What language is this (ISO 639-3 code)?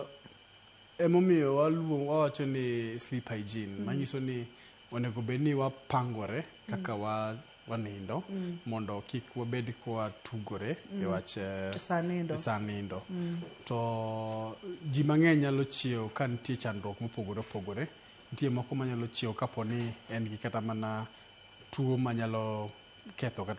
luo